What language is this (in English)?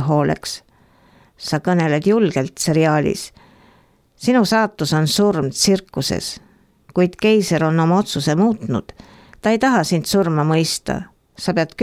Estonian